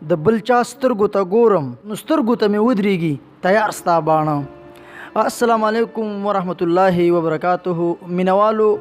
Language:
Pashto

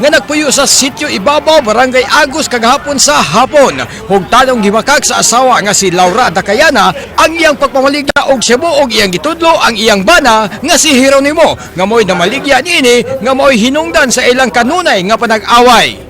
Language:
Cebuano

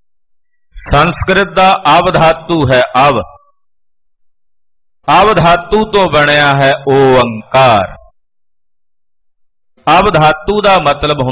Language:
Punjabi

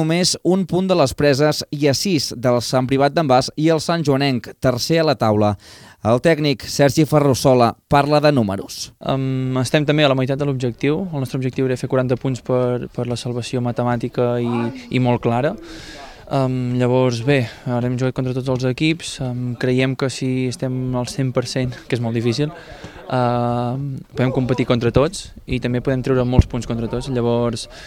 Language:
Catalan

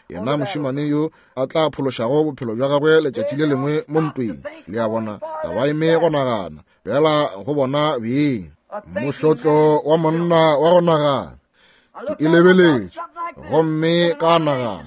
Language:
Northern Sotho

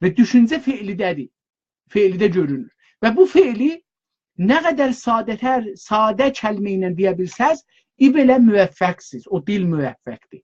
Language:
South Azerbaijani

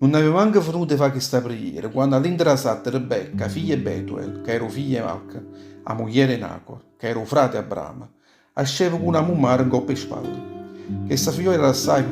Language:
Neapolitan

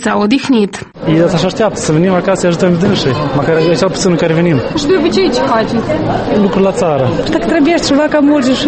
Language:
Romanian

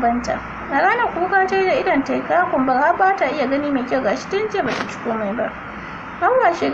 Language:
Hausa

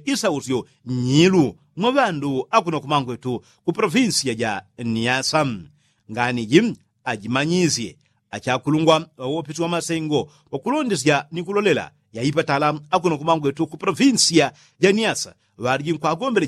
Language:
Yao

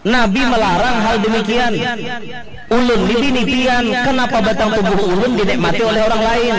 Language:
Banjar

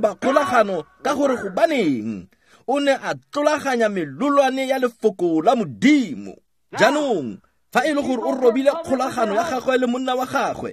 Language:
Tswana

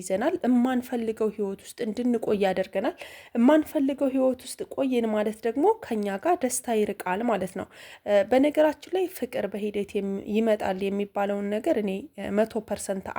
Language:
Amharic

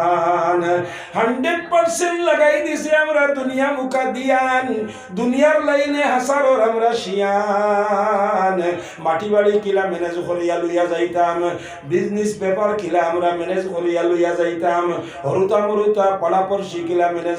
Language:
Sylheti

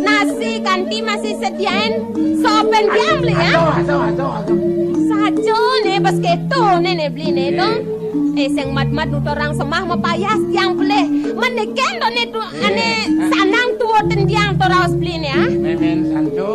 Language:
Balinese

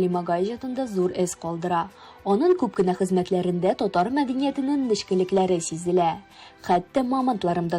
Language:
Tatar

